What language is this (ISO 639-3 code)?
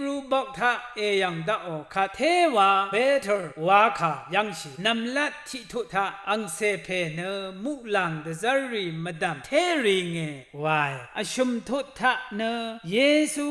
raw